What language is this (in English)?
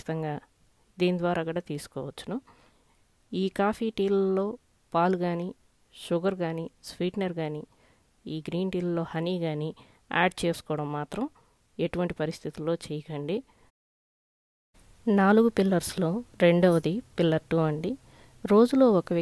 Telugu